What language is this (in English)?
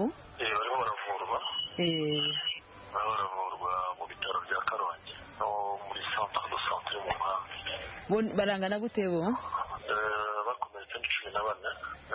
Kinyarwanda